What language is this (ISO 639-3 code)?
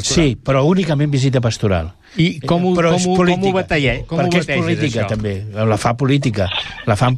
cat